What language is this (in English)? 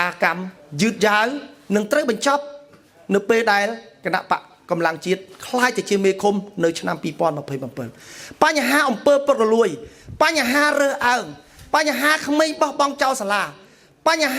Khmer